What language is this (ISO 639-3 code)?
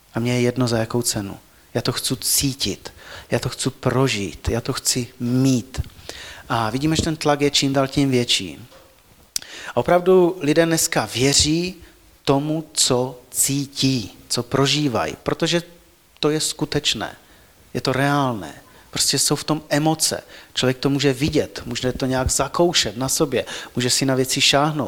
ces